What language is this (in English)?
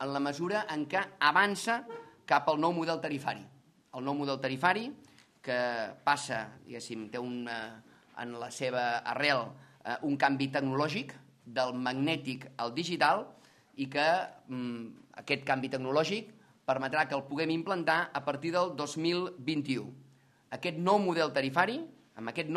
Catalan